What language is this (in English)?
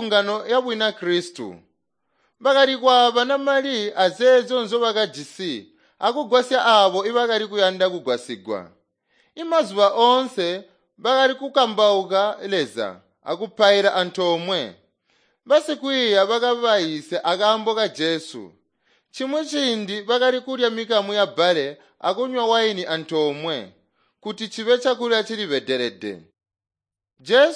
Tonga (Zambia)